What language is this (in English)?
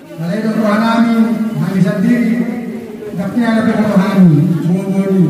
Batak Toba